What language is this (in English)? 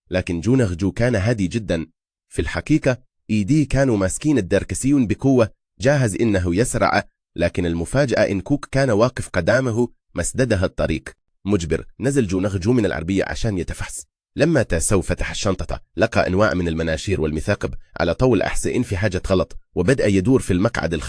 Egyptian Arabic